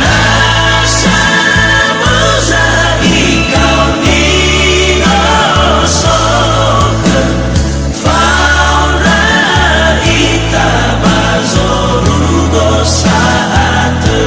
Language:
Nias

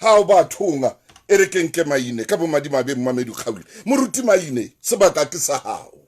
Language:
Southern Sotho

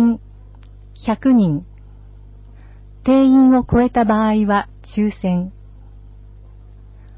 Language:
Japanese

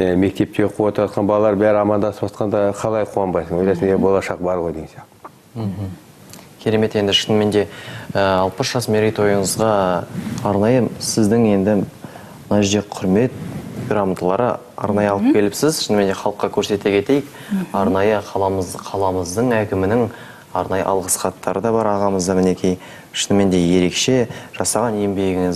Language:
Kazakh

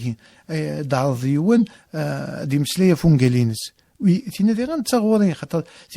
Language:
Kabyle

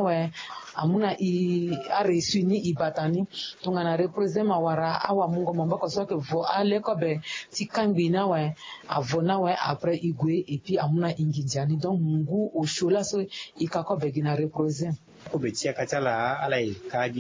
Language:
Sango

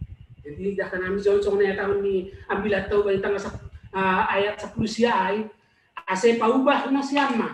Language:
Batak Simalungun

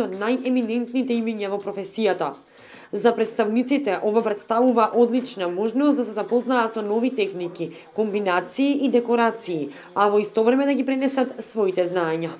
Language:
Macedonian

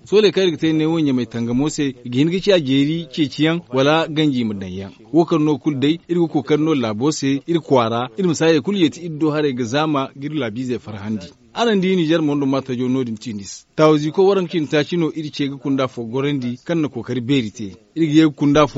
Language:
Zarma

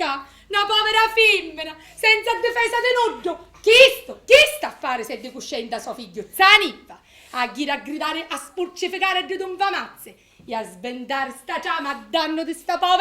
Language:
Sicilian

